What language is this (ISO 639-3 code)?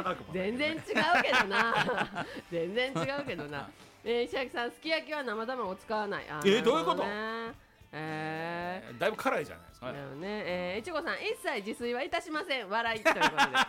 jpn